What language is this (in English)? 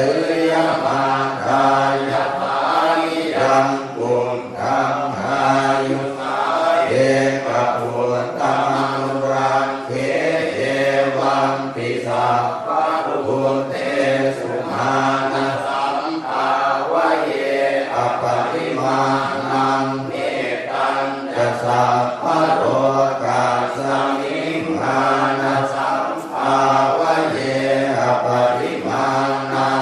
Pali